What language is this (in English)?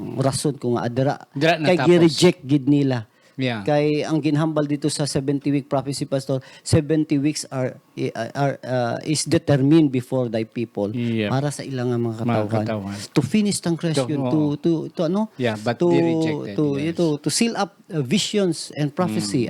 Hiligaynon